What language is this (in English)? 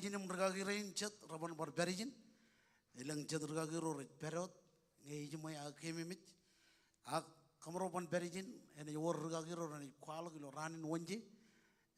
Marshallese